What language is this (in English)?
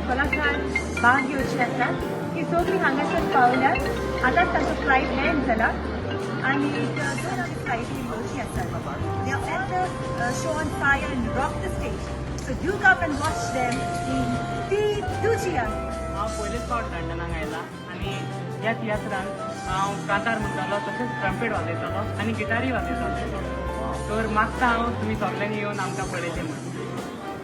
Konkani